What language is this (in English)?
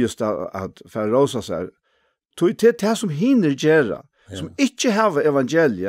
Faroese